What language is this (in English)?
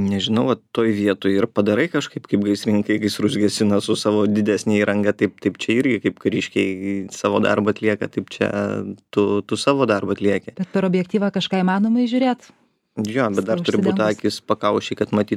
Lithuanian